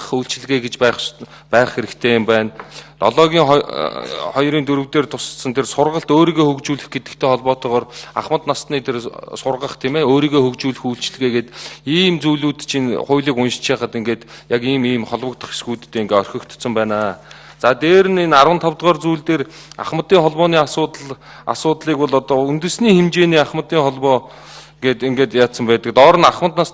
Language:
Mongolian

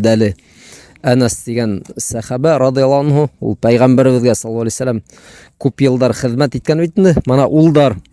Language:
Bashkir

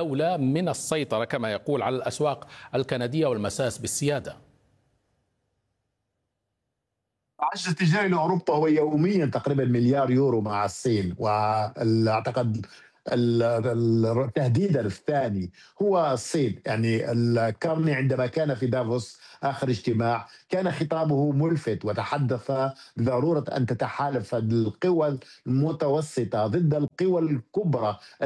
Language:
Arabic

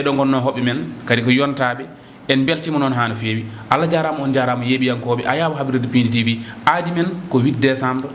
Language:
Fula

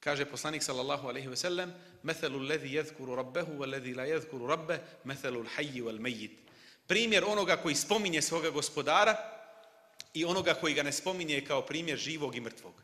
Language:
Bosnian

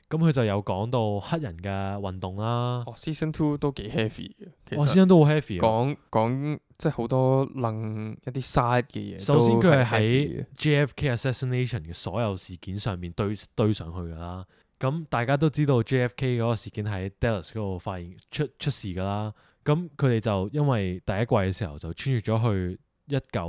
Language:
Cantonese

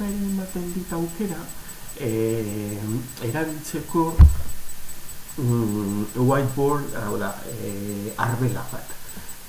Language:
Basque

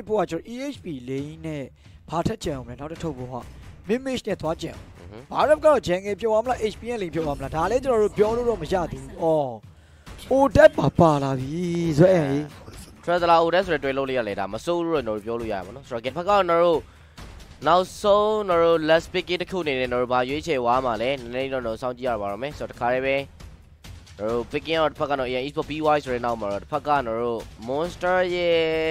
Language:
Burmese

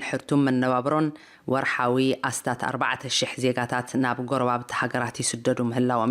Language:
Tigrinya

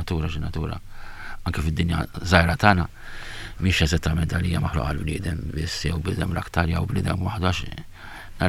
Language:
Maltese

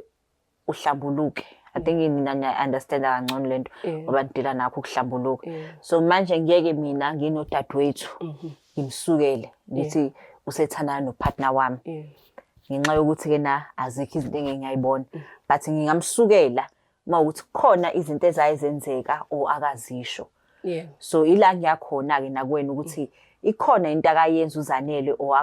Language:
Zulu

